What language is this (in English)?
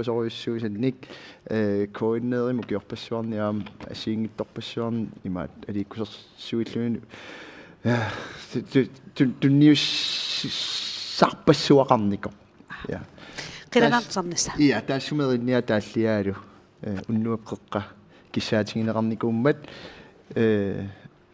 Kalaallisut